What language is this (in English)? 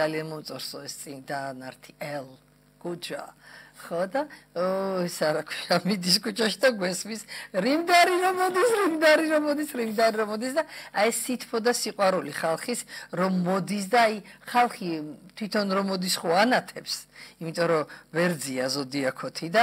Georgian